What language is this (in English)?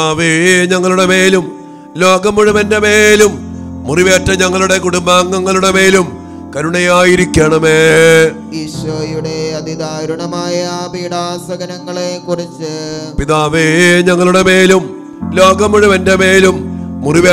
Malayalam